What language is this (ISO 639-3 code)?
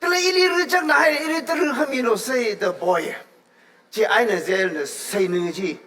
nmf